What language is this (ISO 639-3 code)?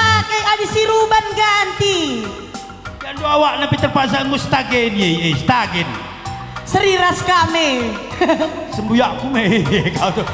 btx